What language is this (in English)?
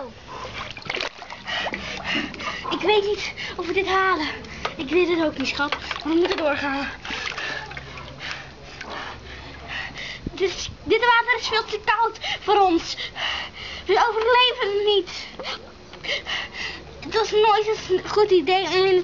Dutch